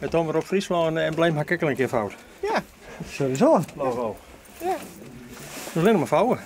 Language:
Western Frisian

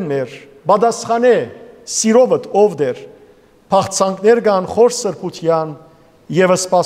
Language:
Western Armenian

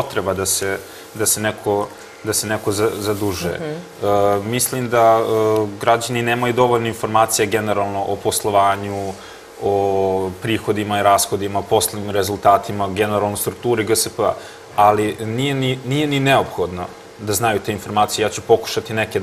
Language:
Serbian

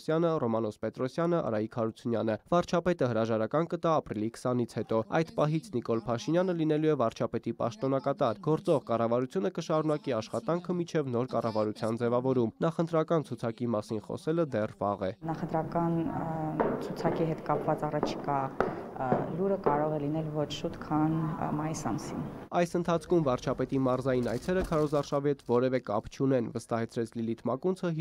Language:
Armenian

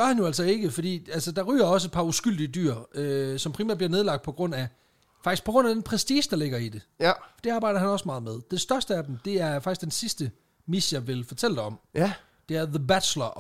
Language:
Danish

